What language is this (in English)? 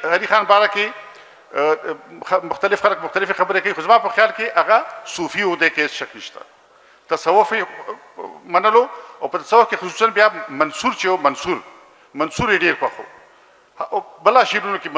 Pashto